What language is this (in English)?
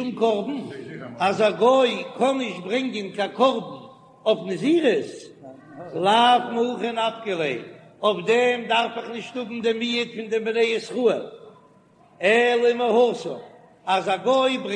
Yiddish